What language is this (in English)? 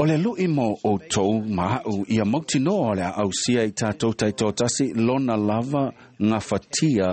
Samoan